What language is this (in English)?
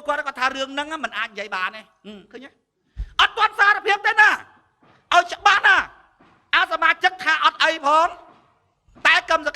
Khmer